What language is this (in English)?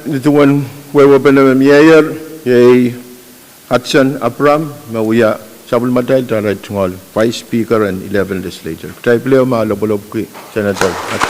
Pohnpeian